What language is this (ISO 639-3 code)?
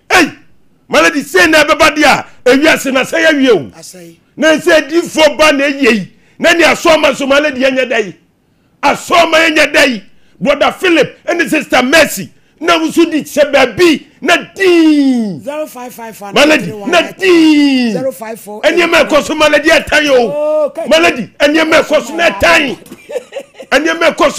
aka